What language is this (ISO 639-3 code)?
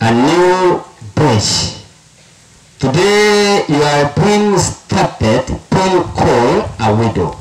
guz